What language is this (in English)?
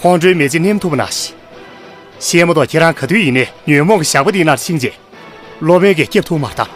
Tibetan